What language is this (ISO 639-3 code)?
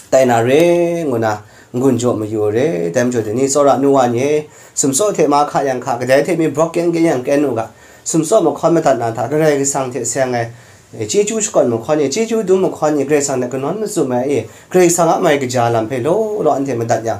kac